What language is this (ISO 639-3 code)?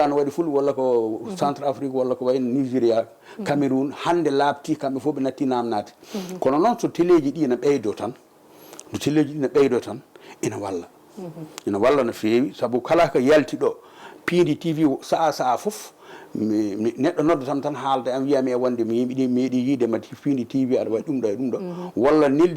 ful